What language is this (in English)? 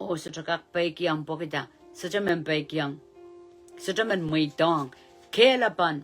Pohnpeian